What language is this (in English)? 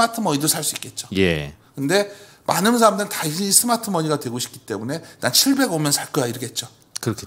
Korean